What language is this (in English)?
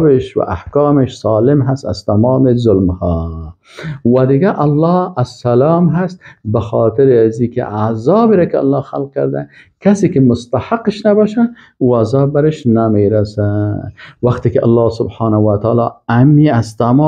Persian